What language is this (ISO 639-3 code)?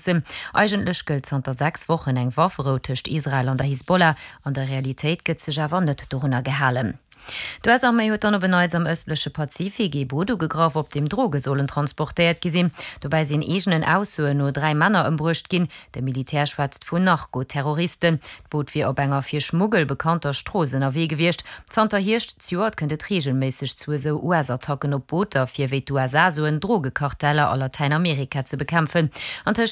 ltz